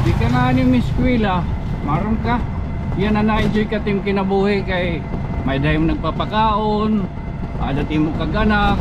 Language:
Waray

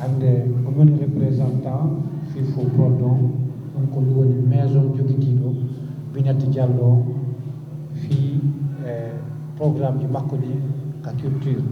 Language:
Fula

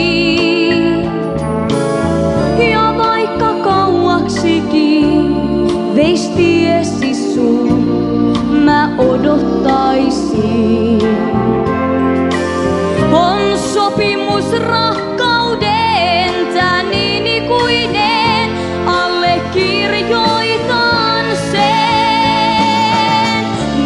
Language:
Finnish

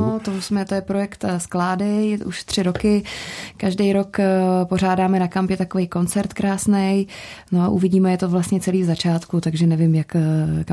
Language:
Czech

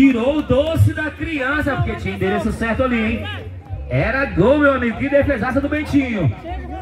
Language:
Portuguese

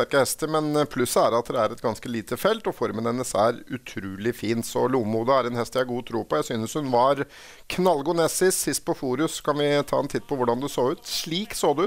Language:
Norwegian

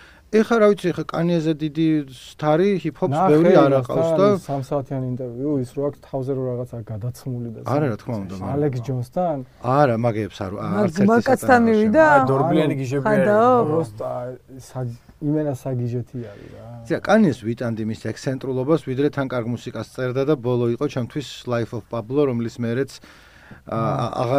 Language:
Georgian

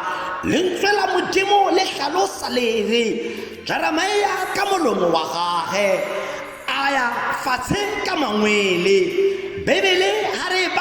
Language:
Tswana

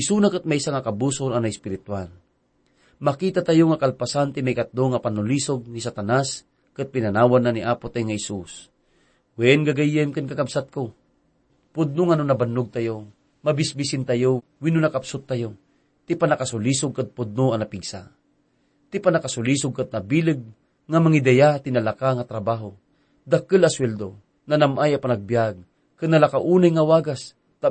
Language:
Iloko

